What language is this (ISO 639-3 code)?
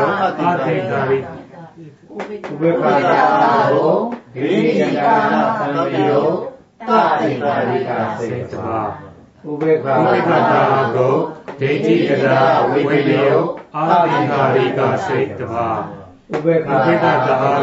mya